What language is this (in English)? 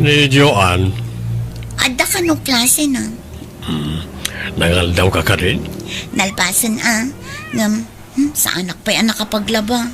Iloko